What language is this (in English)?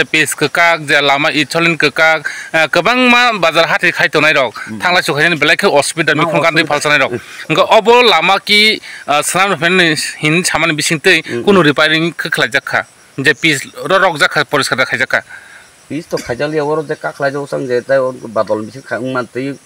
Kok Borok